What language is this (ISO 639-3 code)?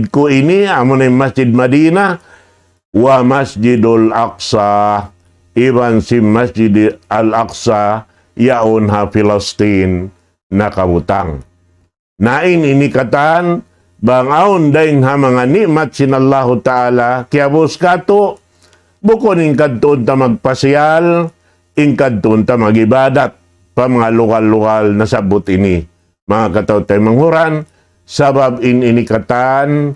tsg